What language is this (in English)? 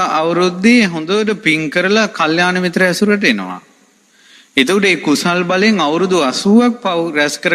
Sinhala